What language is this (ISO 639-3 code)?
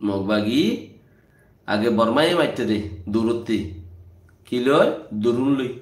rhg